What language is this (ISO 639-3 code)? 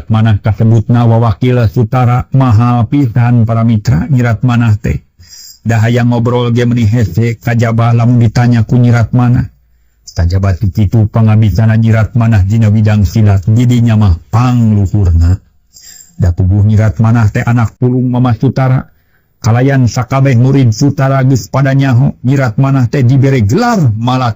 sun